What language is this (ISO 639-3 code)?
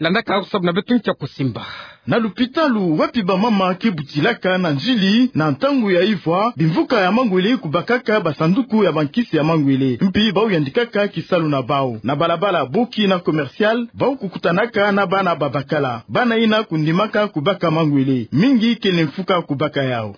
ktu